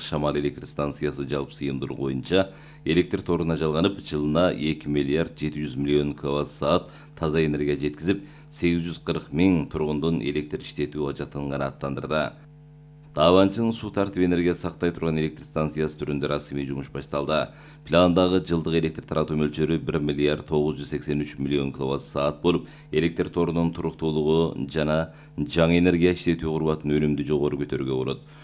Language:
Kyrgyz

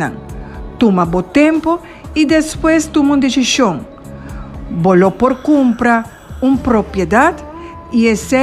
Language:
Papiamento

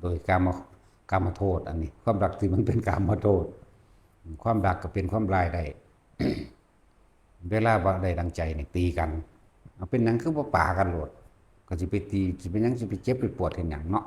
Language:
Lao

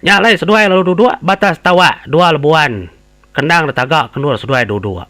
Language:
Iban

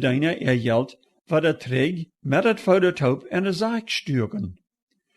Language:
Plautdietsch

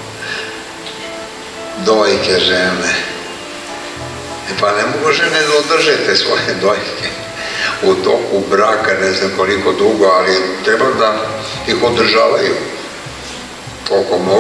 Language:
Serbian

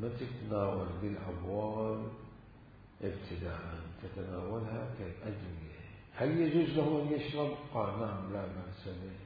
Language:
Mesopotamian Arabic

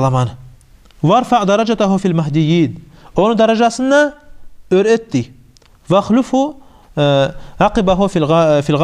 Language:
Kumyk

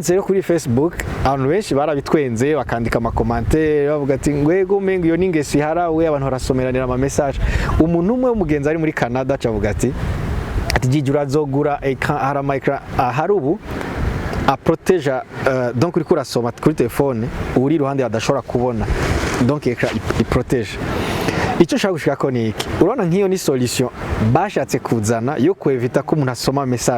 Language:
Rundi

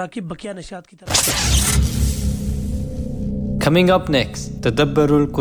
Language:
Urdu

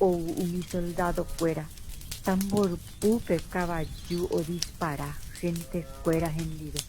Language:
Guarani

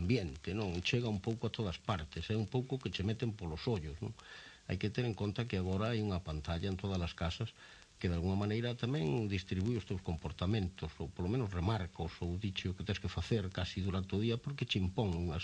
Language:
Galician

